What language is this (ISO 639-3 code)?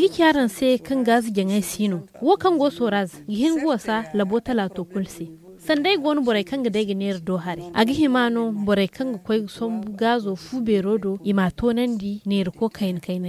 dje